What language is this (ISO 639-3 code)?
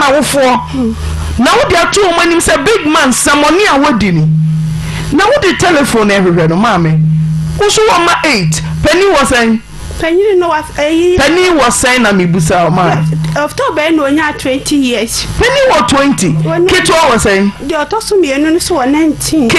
aka